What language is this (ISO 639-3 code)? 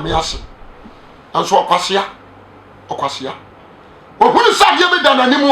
aka